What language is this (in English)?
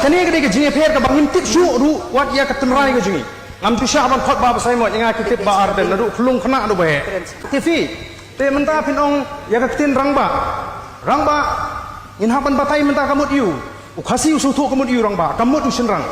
Khasi